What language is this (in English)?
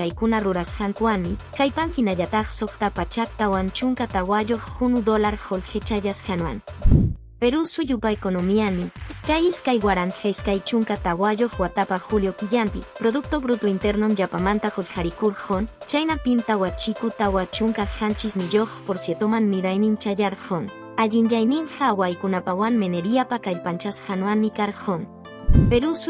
Quechua